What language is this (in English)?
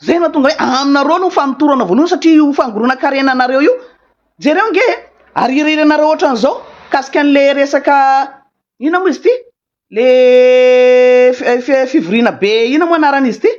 Malagasy